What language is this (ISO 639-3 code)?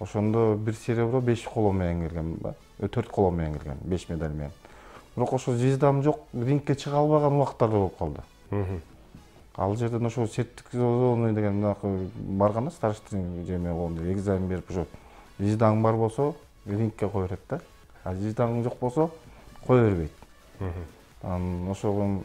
kir